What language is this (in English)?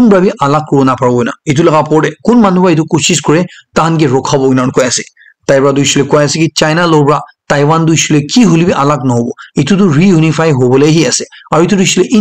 Naga Pidgin